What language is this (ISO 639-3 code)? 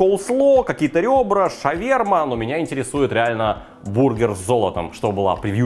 rus